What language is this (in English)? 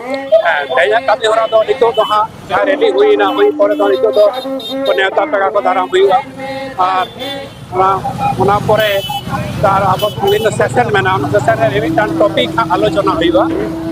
Santali